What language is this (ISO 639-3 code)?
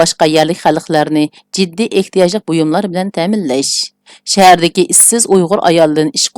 uig